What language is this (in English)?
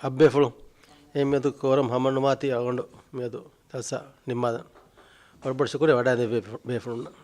Divehi